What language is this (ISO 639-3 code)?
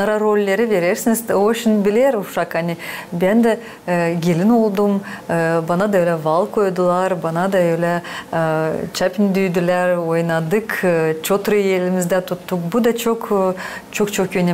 gag